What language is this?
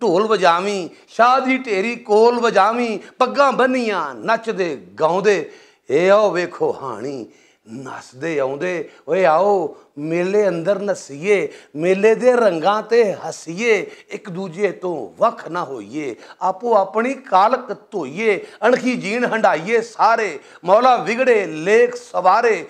Western Panjabi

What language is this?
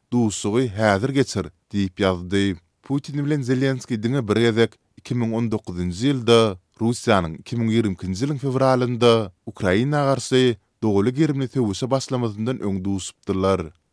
Turkmen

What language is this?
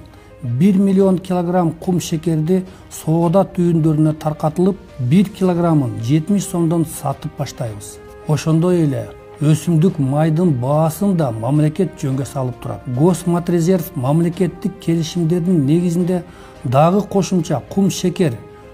Kyrgyz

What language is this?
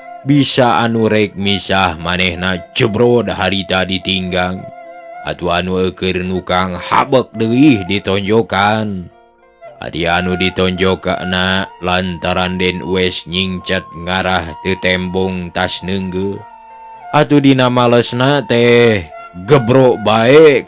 Sundanese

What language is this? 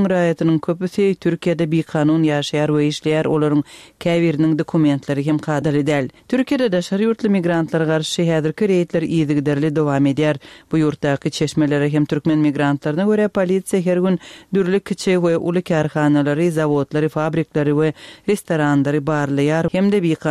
Turkmen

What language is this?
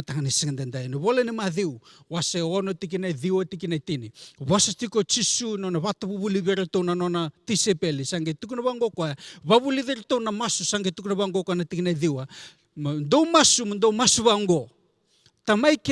Fijian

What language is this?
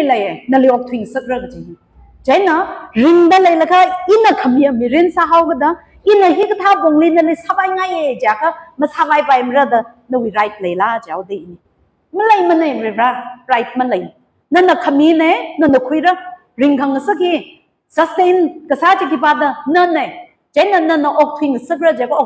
Tangkhul Naga (India)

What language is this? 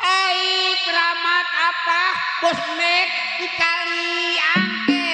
Betawi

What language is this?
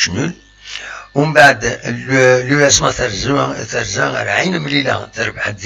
Kabyle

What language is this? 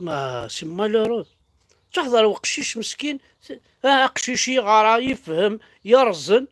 Kabyle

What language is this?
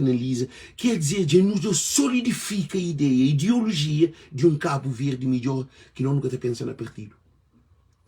Kabuverdianu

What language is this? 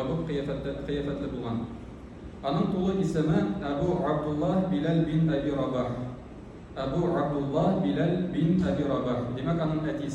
Tatar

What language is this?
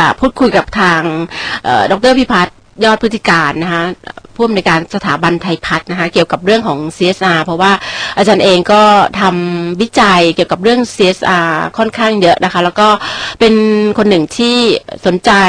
Thai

